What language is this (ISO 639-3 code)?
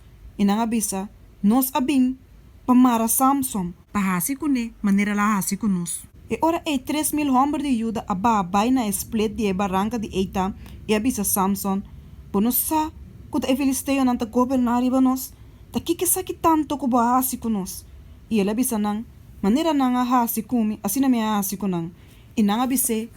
pap